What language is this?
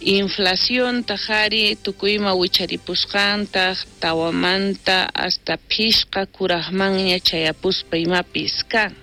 South Bolivian Quechua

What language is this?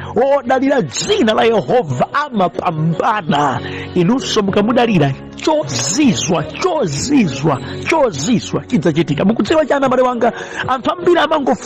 Nyanja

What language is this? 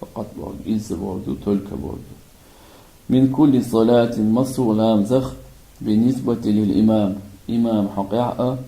Chechen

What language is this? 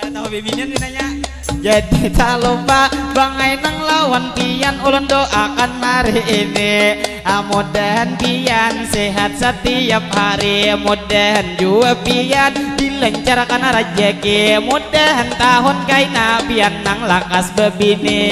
Banjar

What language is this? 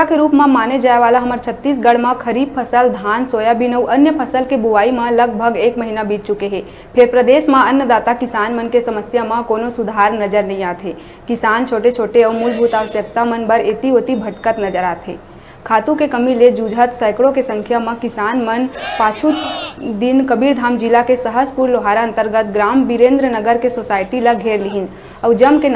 Chhattisgarhi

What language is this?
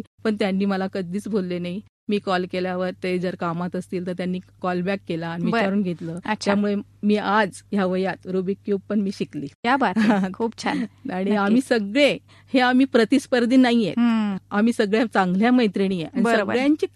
Marathi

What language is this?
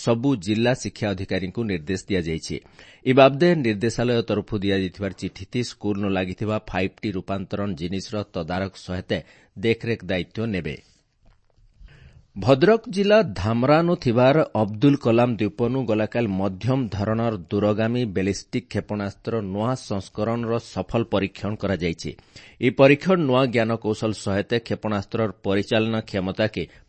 Odia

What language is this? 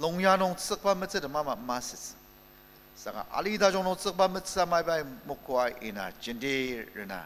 Ao Naga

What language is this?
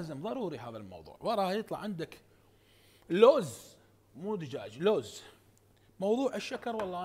Mesopotamian Arabic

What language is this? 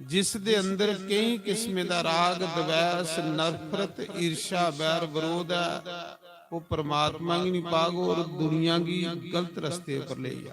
Dogri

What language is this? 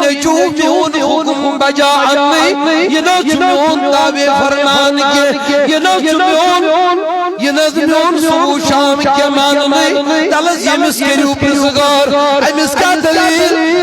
Kashmiri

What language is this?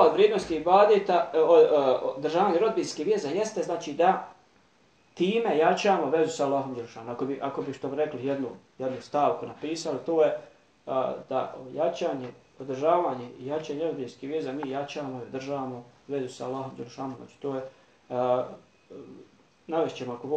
Bosnian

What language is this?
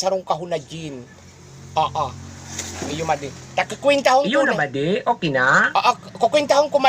Bikol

